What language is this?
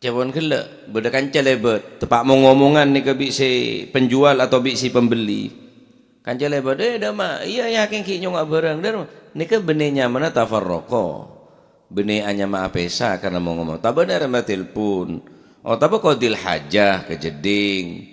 Madurese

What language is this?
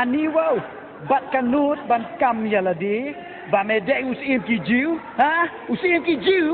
Khasi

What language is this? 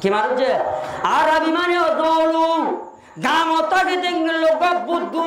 Rohingya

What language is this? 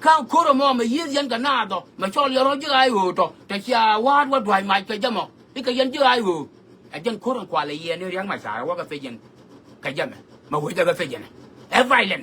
Nuer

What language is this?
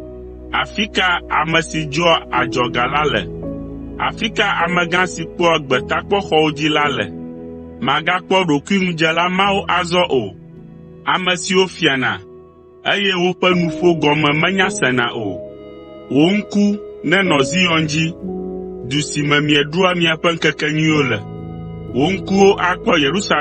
Ewe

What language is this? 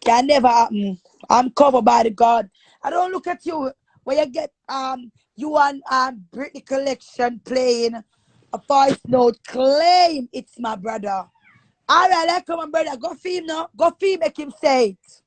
Jamaican Creole English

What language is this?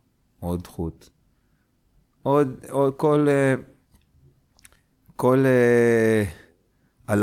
Hebrew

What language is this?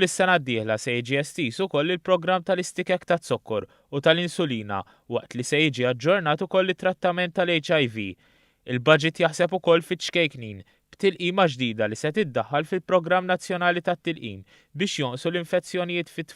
Maltese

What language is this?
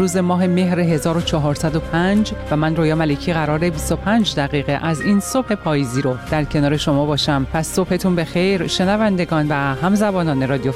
Persian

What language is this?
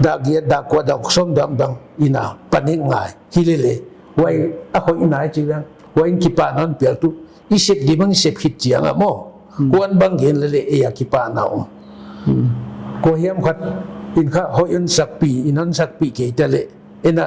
Paite Chin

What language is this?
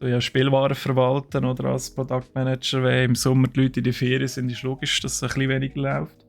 Swiss German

